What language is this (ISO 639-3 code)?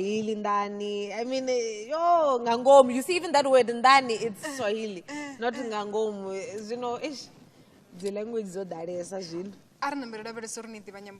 ven